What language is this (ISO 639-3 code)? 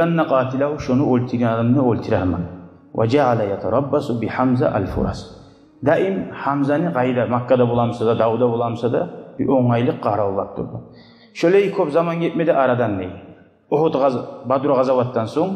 kum